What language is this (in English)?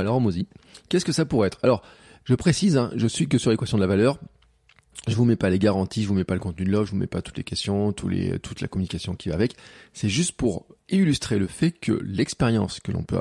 French